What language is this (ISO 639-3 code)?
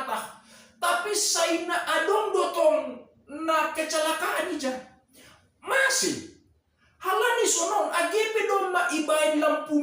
bts